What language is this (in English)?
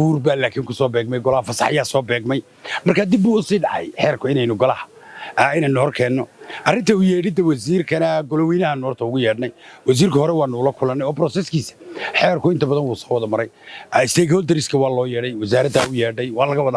Somali